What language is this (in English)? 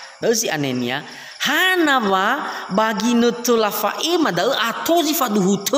Nias